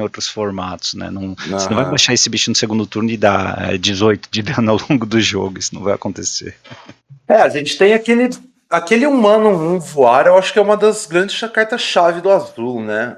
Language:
Portuguese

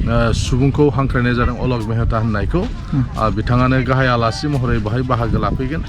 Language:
Bodo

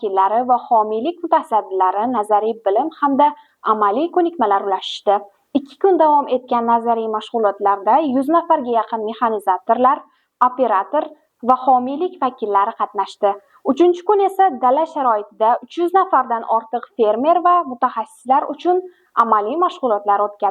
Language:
Uzbek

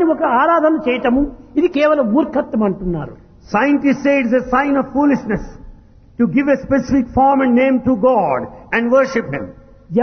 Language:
Telugu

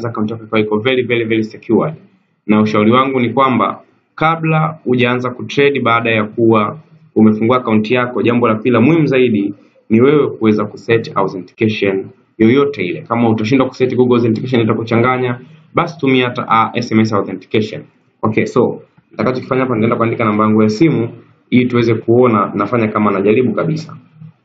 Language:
Swahili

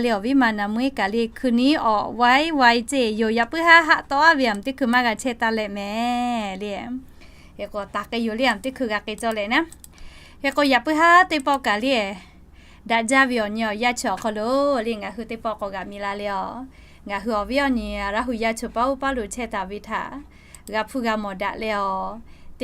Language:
Lahu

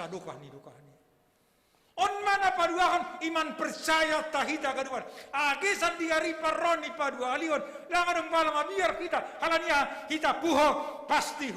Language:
Batak Simalungun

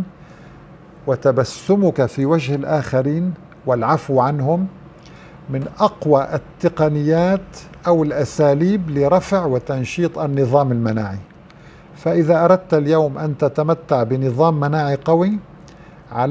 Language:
Arabic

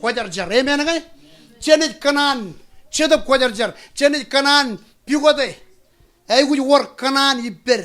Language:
Marshallese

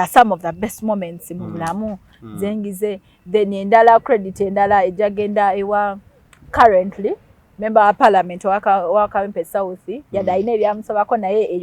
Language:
Ganda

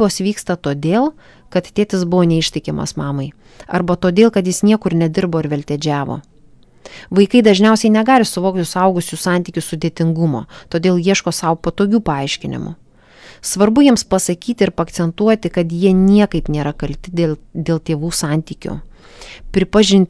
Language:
Lithuanian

